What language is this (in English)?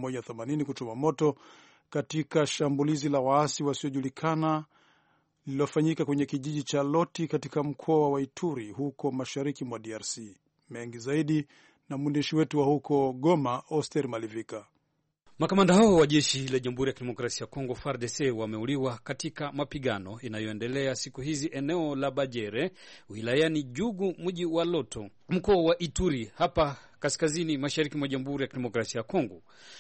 Swahili